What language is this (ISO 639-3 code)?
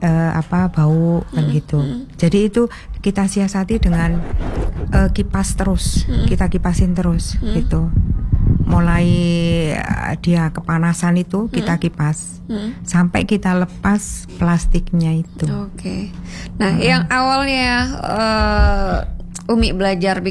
ind